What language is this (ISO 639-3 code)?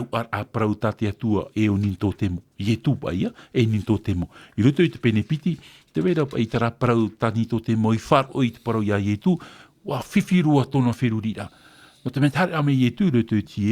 tah